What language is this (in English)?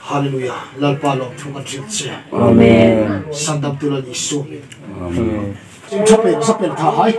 Hmar